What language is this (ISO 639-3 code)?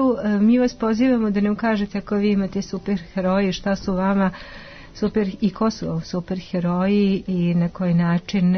srp